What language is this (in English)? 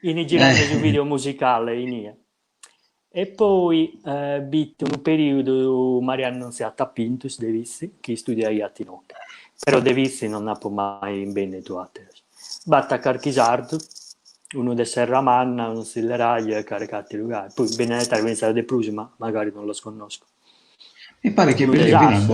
Sardinian